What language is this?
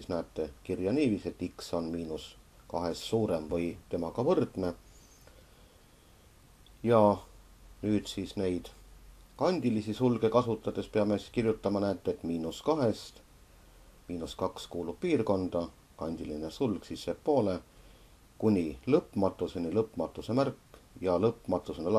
Estonian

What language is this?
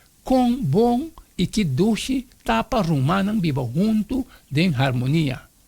Papiamento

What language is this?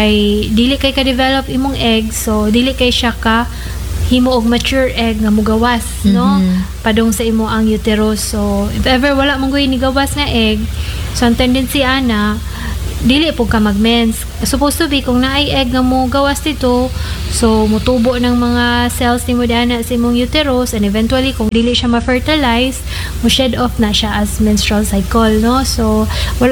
Cebuano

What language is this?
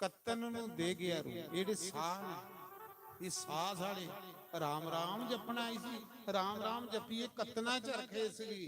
Dogri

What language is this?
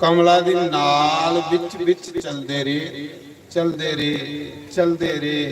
Dogri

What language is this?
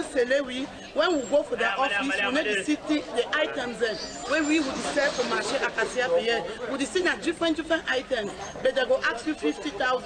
Cameroon Pidgin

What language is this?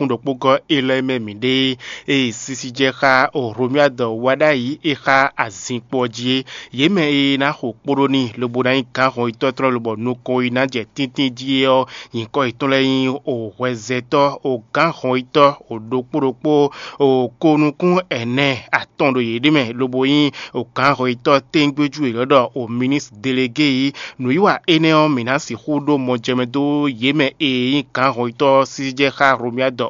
Fon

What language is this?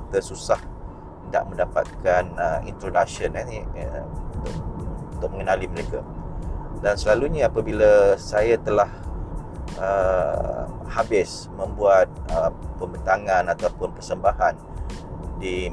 Malay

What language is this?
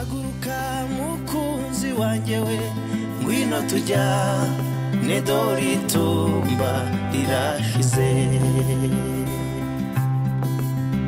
Kinyarwanda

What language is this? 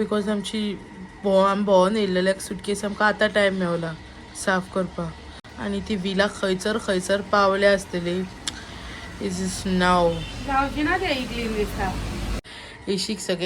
Konkani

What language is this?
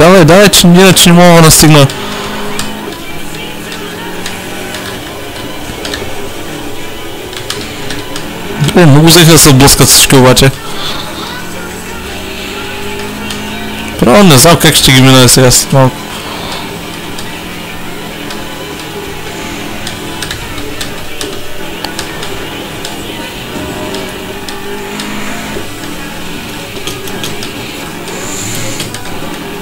Bulgarian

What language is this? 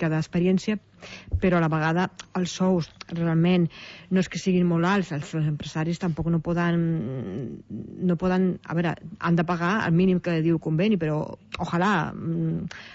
Catalan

